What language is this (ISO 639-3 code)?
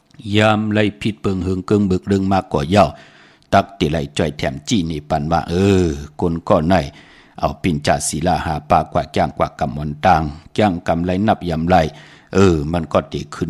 shn